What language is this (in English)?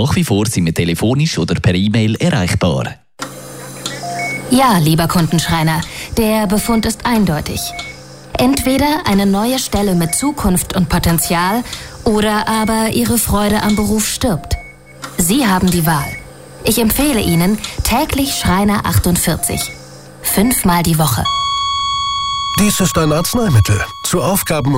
German